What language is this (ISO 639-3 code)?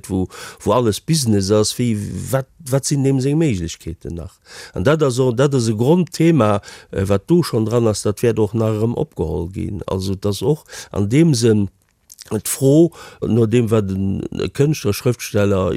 ltz